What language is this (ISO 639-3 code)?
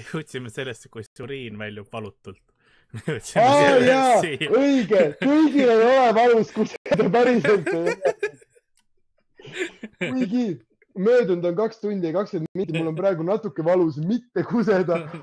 est